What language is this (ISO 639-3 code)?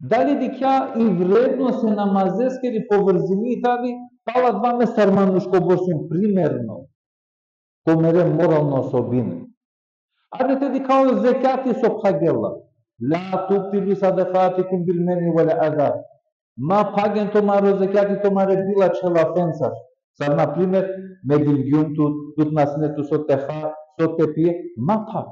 rmn